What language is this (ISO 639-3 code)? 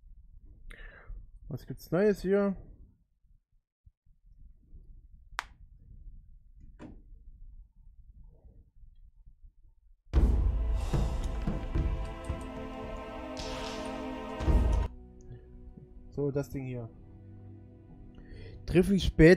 deu